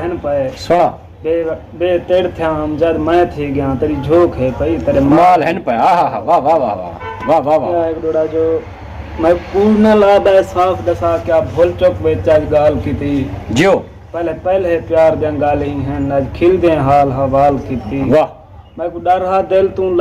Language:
Saraiki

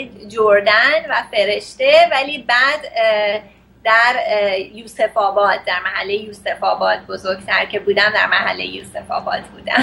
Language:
Persian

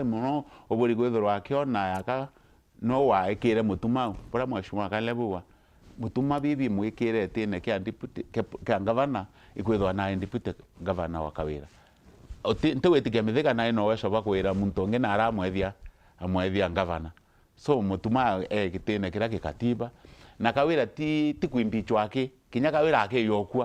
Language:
Meru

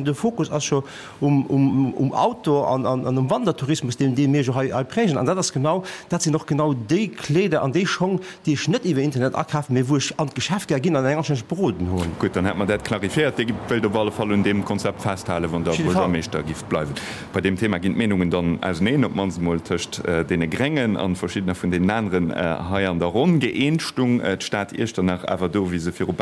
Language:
Luxembourgish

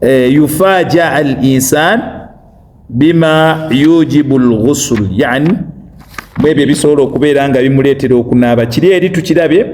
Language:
Ganda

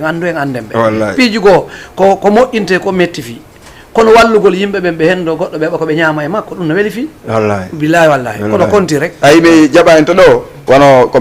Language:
Fula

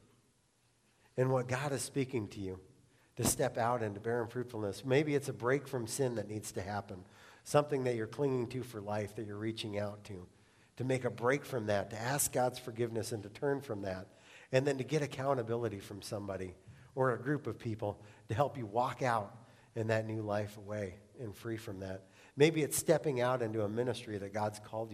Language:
English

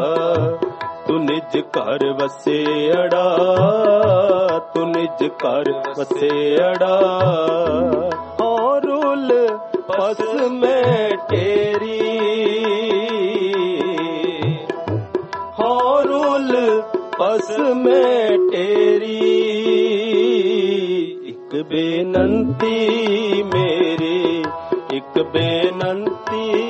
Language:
Punjabi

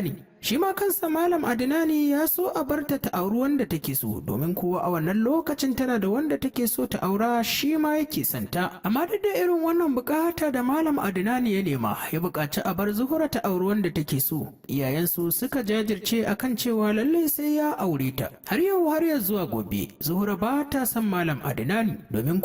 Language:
Hausa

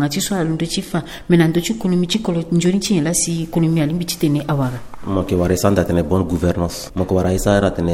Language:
Sango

